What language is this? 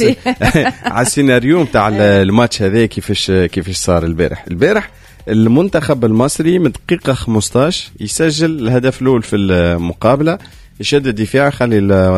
Tunisian Arabic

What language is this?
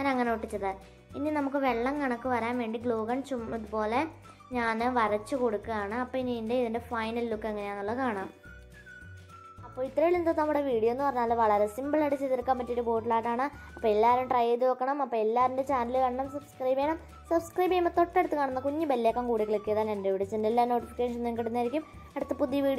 Malayalam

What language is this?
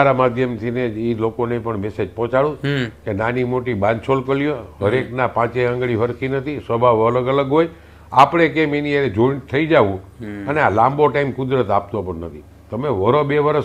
Gujarati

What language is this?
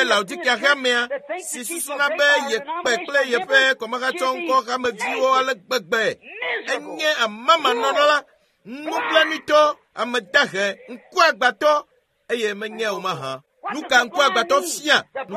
Ewe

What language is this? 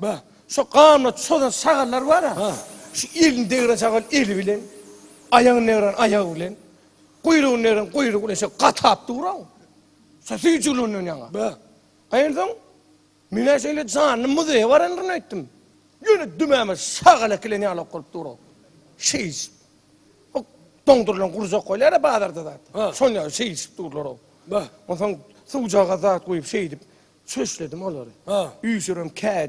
Turkmen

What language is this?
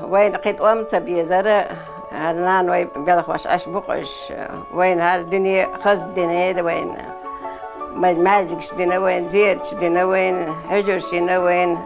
Chechen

